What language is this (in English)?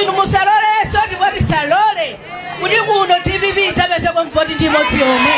Nyanja